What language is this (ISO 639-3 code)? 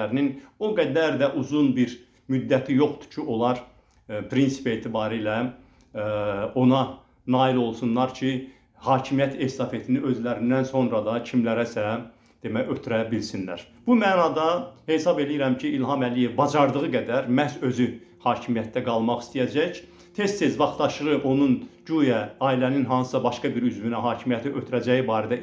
aze